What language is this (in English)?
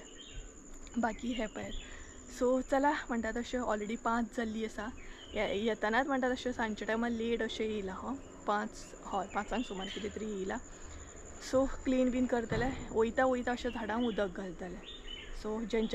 Konkani